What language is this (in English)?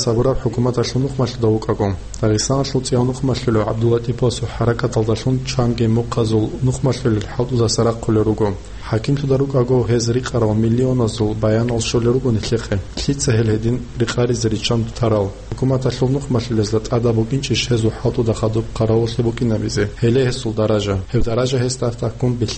Avaric